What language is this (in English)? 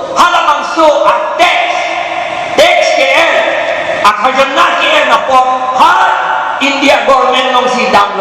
Karbi